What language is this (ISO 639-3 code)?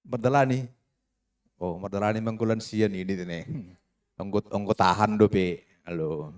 bts